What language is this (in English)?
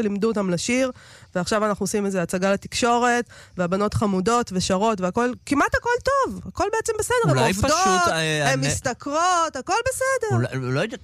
Hebrew